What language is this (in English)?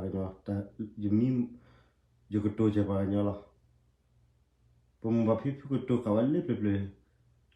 S'gaw Karen